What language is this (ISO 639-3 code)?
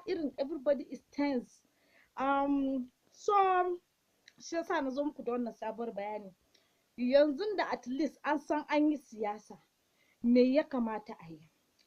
hau